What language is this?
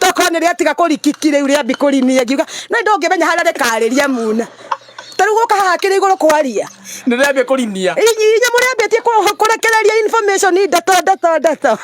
Kikuyu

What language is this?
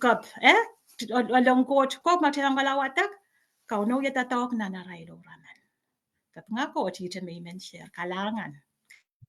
Pohnpeian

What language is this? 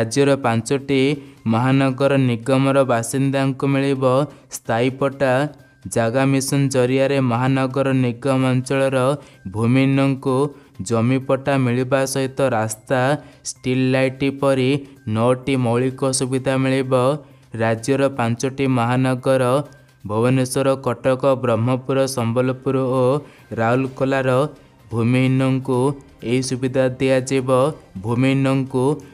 Odia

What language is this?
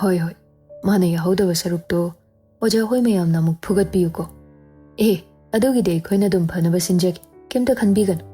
Manipuri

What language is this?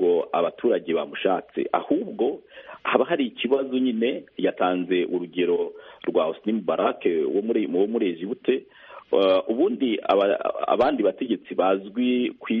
Kinyarwanda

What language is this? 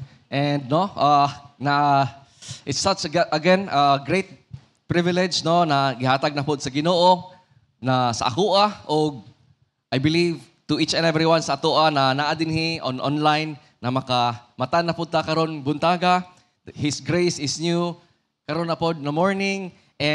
Cebuano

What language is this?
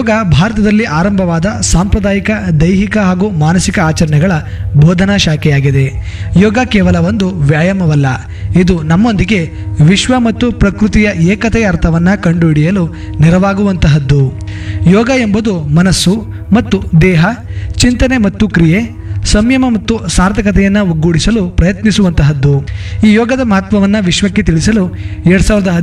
Kannada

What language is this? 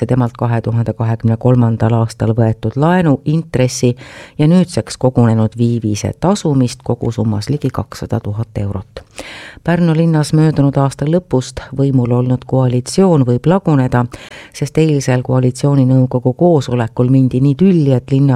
Estonian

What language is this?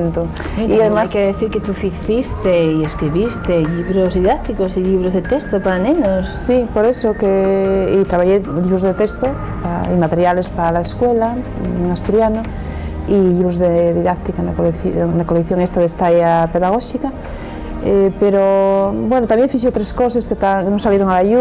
Asturian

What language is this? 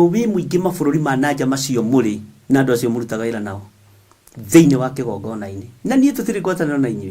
Kikuyu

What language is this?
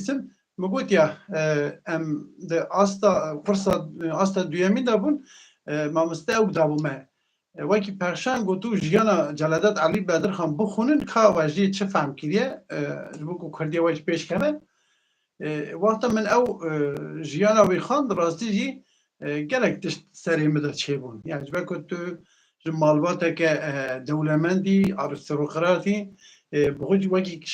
Kurdish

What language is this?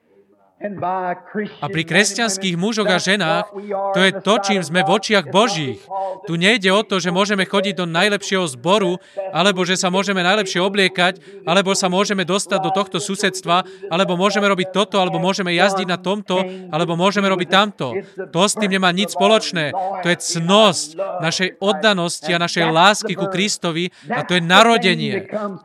Slovak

